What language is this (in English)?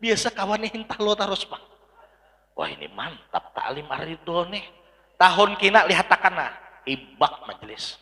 Banjar